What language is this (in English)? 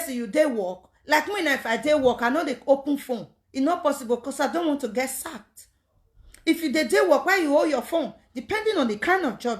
Nigerian Pidgin